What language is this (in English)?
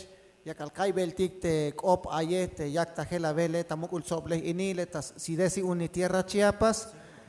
Tzeltal